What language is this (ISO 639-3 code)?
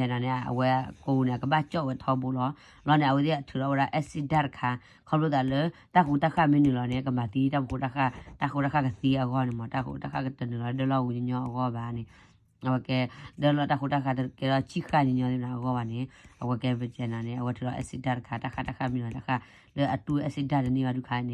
ksw